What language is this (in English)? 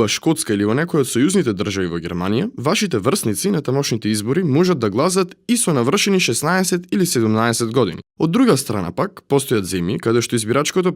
Macedonian